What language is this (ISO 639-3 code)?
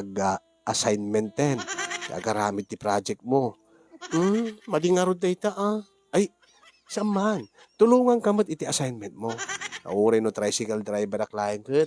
ilo